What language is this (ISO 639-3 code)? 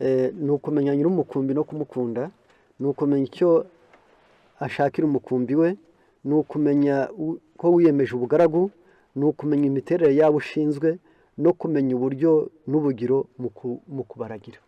kin